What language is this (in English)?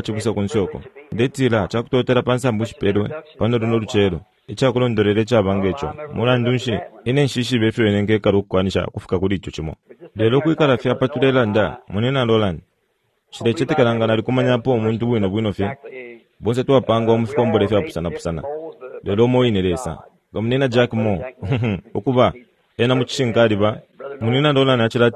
Bemba